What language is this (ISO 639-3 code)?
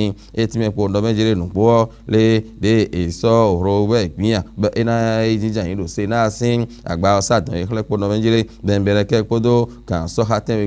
fon